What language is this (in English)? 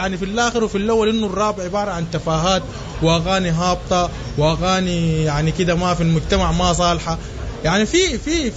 Sudanese Arabic